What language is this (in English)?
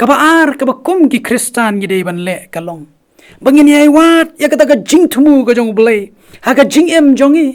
Khasi